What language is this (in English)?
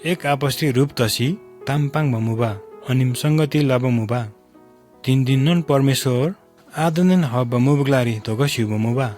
Eastern Tamang